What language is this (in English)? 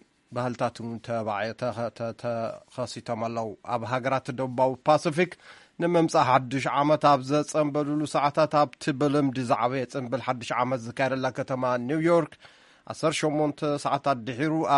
Tigrinya